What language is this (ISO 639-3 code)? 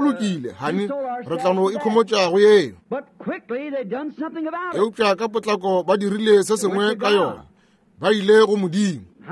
nso